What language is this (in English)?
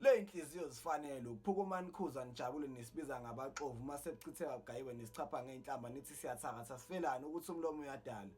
Zulu